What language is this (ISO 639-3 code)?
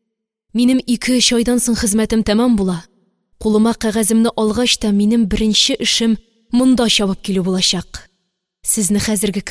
tat